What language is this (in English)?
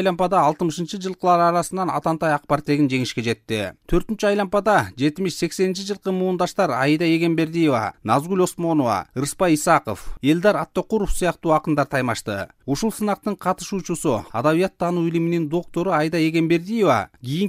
Kyrgyz